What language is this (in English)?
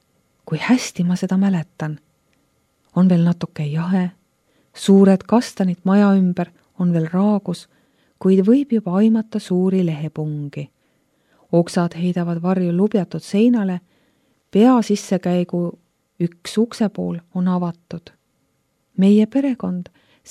Estonian